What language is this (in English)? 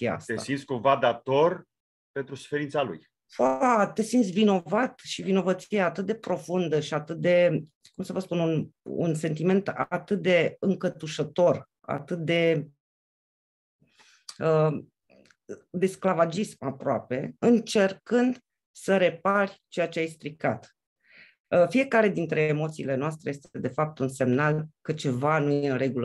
Romanian